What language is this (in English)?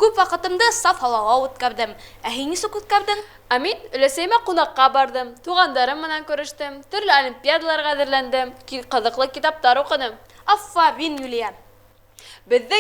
Bashkir